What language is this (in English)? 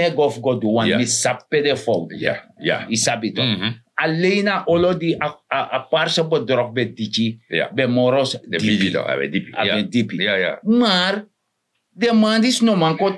Sranan Tongo